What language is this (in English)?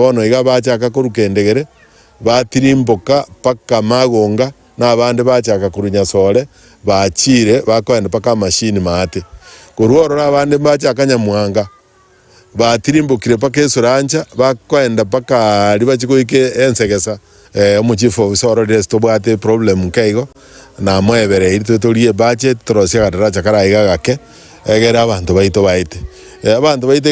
Gusii